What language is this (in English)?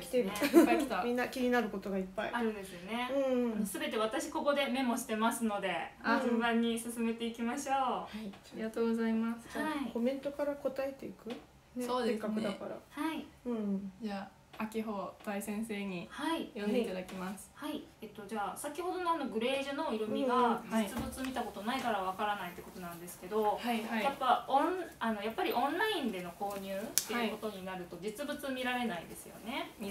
Japanese